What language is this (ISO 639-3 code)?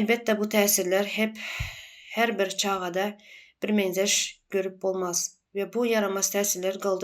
tuk